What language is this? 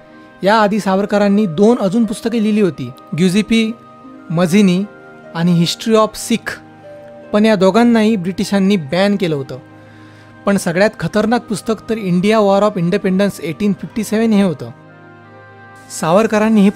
Marathi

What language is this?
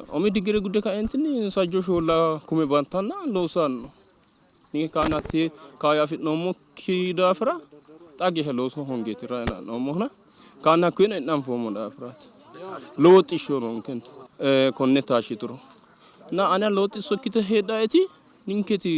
Sidamo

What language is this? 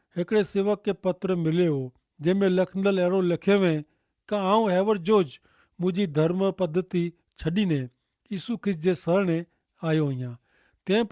Kachhi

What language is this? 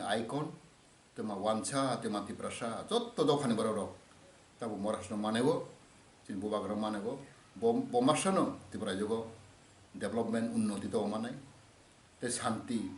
Kok Borok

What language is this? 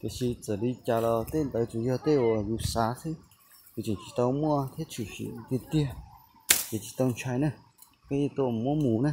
Hmong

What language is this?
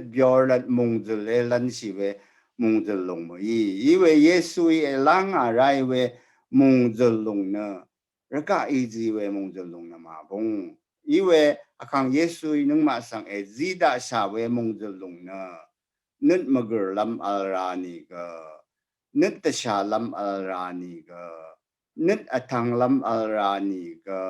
Rawang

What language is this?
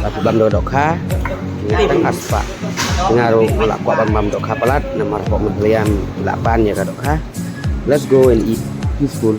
Khasi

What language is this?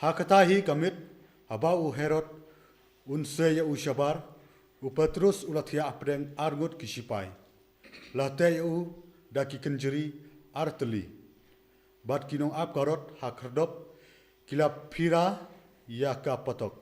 Khasi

